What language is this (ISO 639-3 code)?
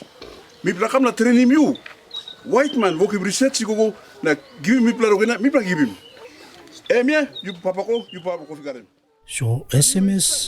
tpi